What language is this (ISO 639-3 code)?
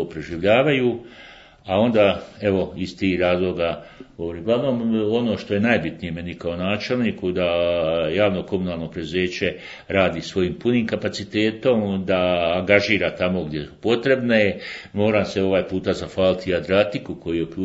bos